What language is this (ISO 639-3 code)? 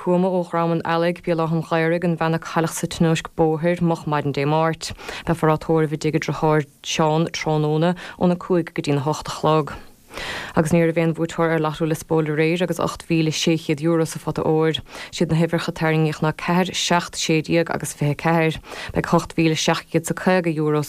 gle